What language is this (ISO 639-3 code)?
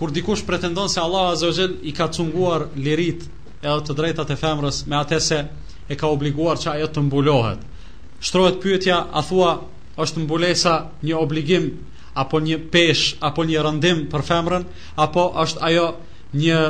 sqi